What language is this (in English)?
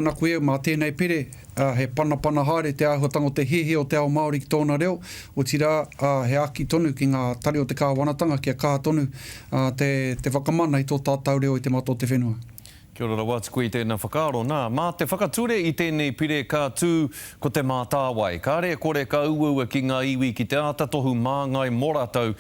Māori